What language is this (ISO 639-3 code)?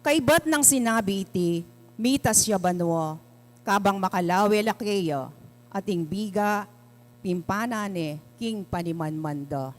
pam